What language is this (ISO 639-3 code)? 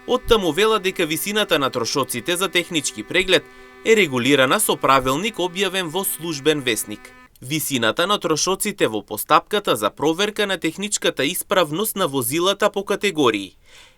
mkd